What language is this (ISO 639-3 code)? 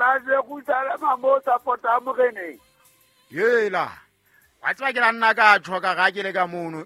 sot